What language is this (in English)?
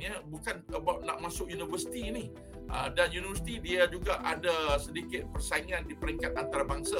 Malay